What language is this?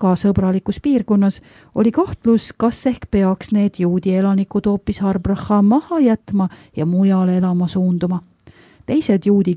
Estonian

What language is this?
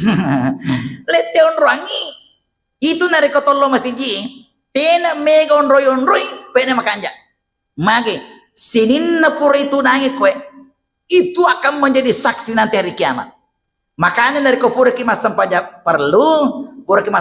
Buginese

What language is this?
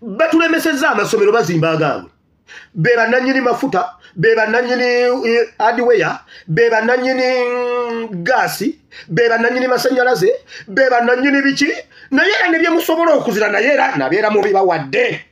Ganda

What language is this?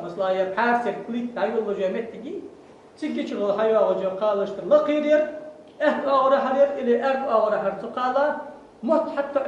Ingush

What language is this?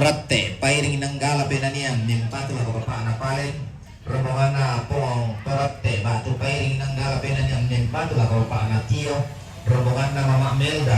Toraja-Sa'dan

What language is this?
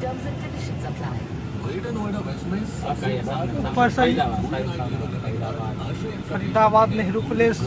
Maithili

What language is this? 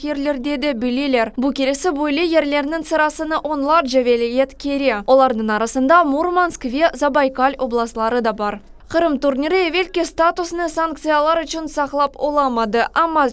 Crimean Tatar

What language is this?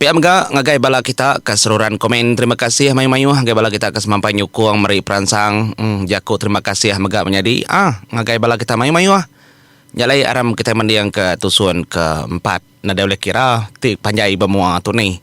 Iban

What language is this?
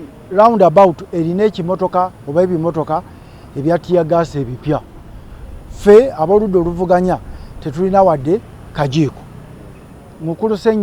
Ganda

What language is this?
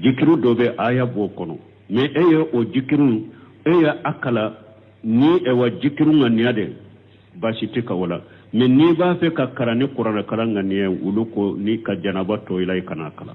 Bambara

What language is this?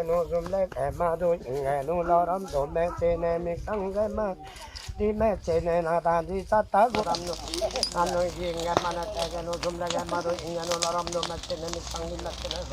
Limbu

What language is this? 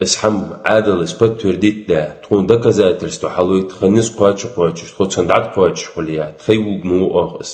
Ingush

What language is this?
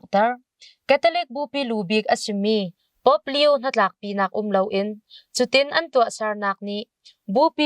Hakha Chin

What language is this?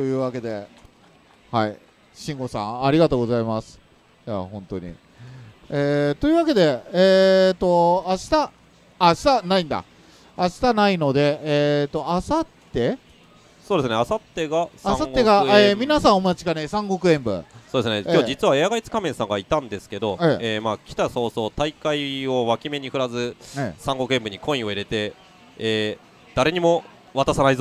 Japanese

